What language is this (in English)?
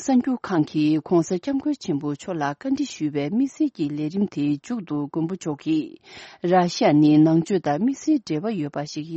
Tibetan